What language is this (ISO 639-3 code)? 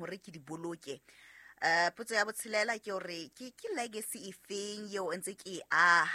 sot